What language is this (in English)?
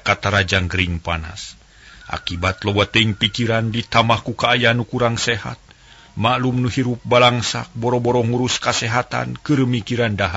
Sundanese